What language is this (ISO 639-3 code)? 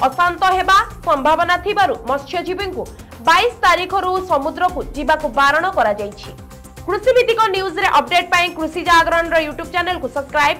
ori